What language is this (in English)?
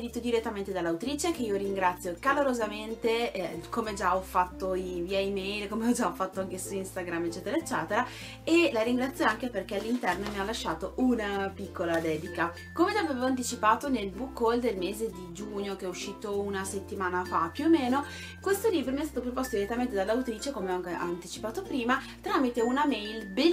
Italian